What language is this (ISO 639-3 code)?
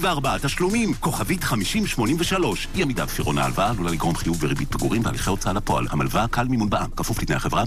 heb